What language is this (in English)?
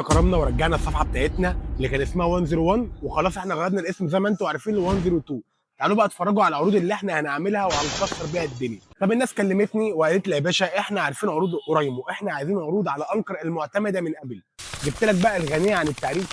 Egyptian Arabic